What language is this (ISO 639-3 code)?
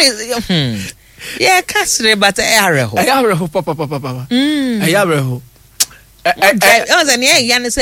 aka